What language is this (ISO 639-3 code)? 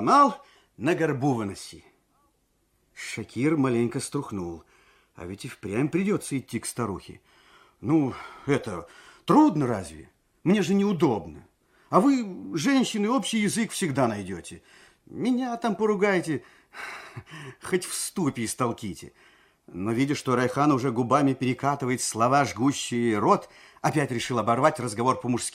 rus